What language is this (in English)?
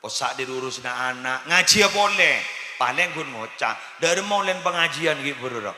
Madurese